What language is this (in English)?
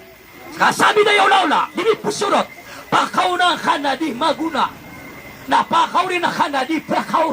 Maranao